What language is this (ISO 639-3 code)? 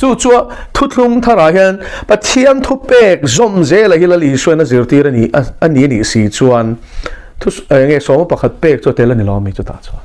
lus